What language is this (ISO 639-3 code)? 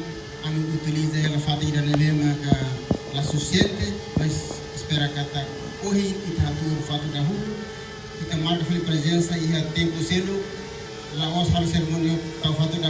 tet